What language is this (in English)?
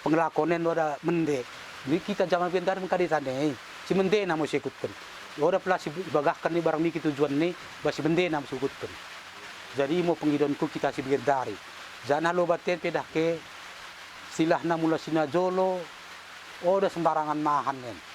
Batak Dairi